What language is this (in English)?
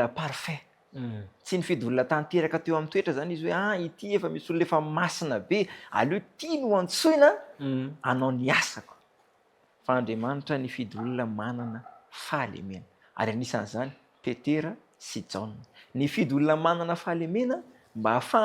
Malagasy